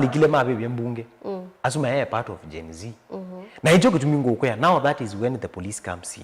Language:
Kamba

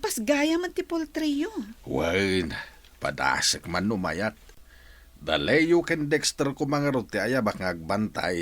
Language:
Iloko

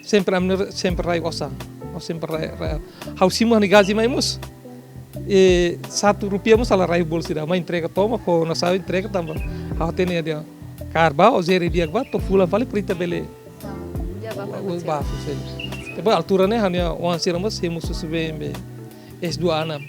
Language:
Tetum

